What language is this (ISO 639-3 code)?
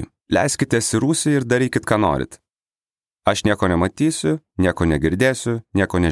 lit